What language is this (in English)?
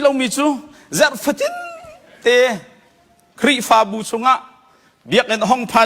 Hakha Chin